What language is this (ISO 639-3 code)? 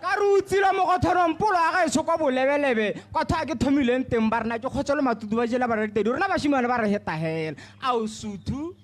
tsn